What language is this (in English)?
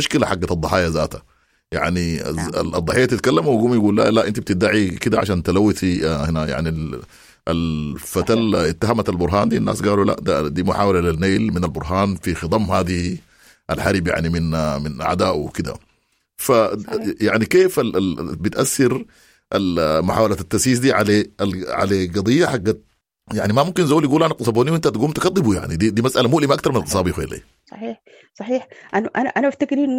Sudanese Arabic